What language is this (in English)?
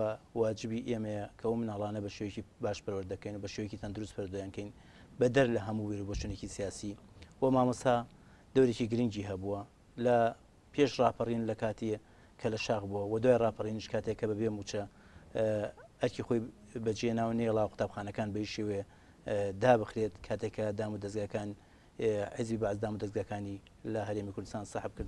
Central Kurdish